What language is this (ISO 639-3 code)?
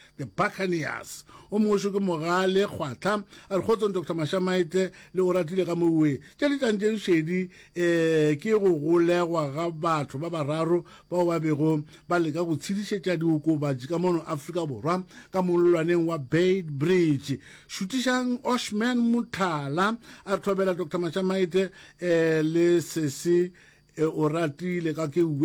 nso